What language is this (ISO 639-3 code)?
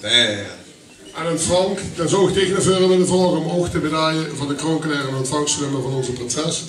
lim